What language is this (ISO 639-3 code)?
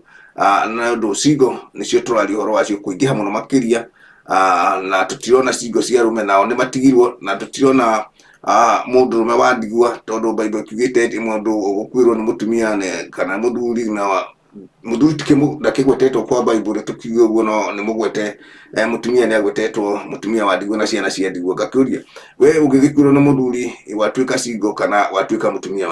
kik